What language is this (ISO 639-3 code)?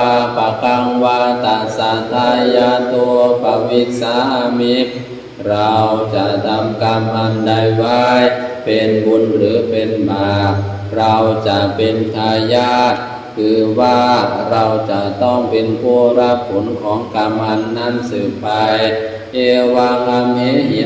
pli